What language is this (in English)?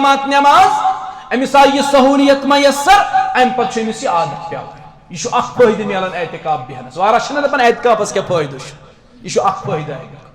Kashmiri